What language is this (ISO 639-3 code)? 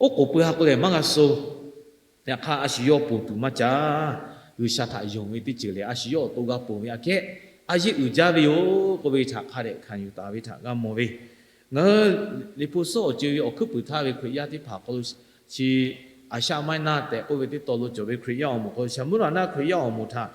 lhu